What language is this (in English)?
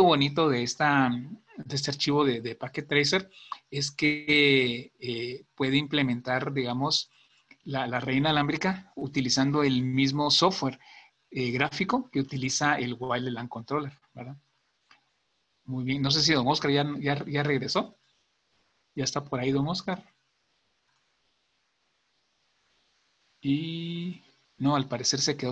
Spanish